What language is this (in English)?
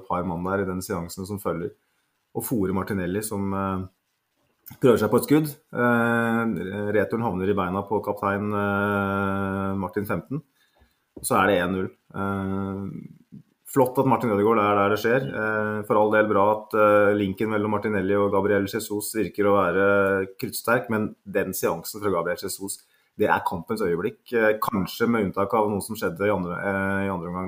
Norwegian